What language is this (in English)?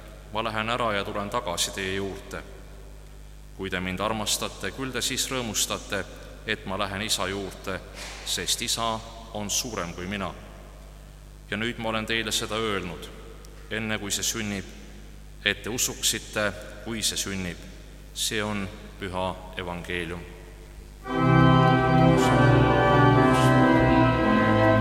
Estonian